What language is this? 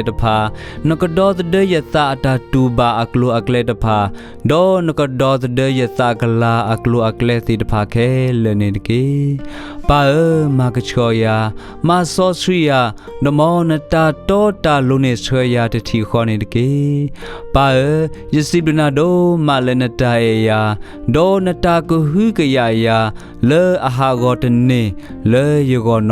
S'gaw Karen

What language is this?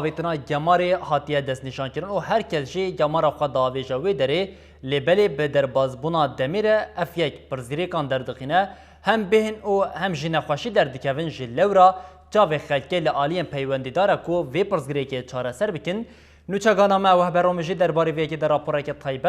Kurdish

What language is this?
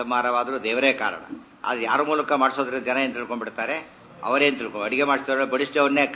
Kannada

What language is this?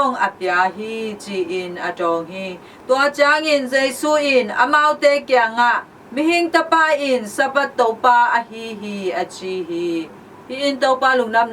Tedim Chin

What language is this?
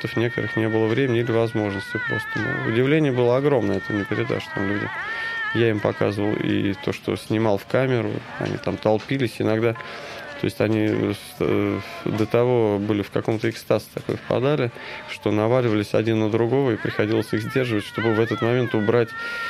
Russian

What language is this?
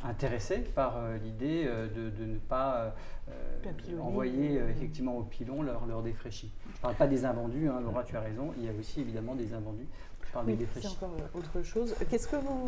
French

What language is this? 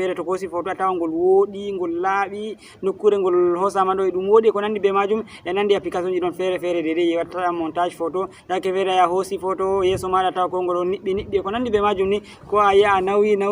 Fula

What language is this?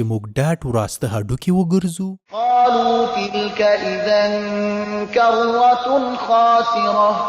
Pashto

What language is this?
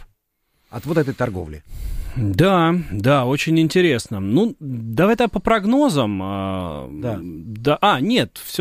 Russian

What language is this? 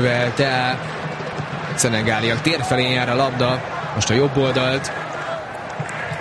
Hungarian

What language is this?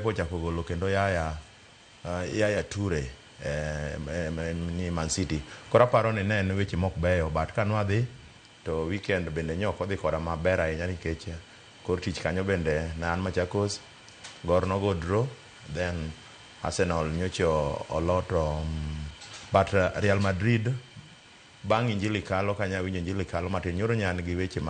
Luo (Kenya and Tanzania)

